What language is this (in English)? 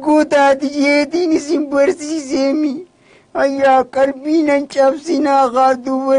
Oromo